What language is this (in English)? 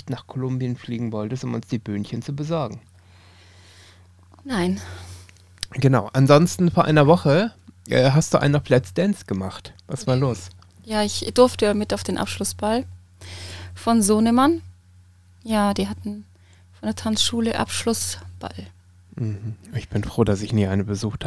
German